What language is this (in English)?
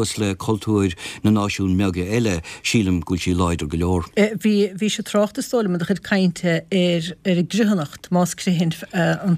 Irish